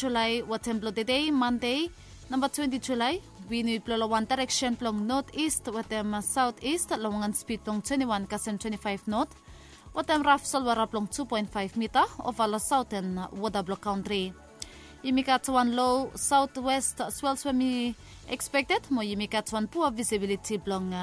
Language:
Bislama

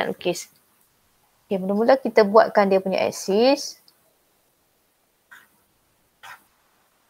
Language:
Malay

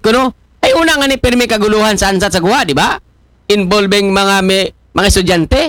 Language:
Aklanon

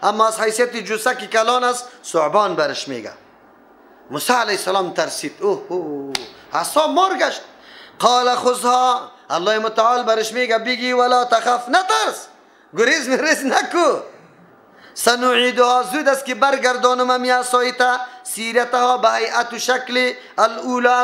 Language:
Persian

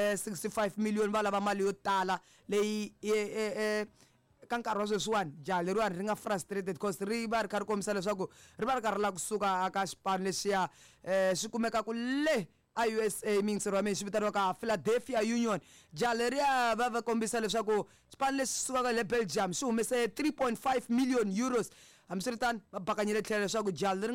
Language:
Tsonga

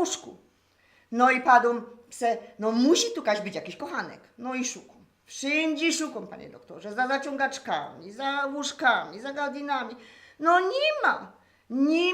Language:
Silesian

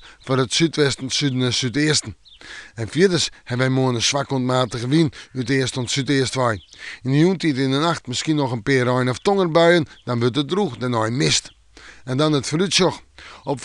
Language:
Western Frisian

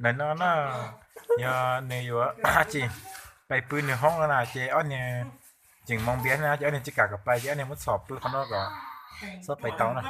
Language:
Hmong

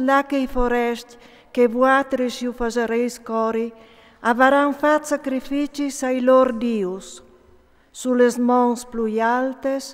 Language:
Friulian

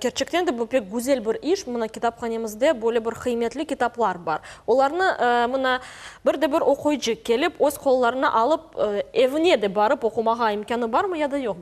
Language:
Crimean Tatar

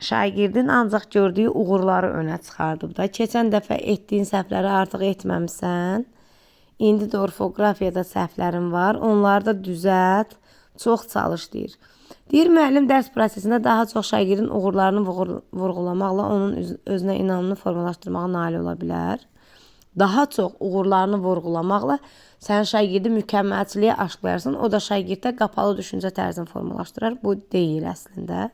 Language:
Azerbaijani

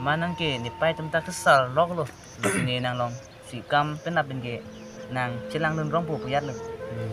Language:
Karbi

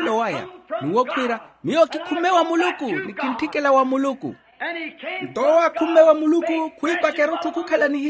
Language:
Makhuwa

